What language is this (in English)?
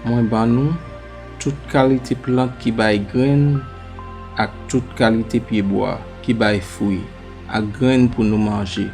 Haitian Creole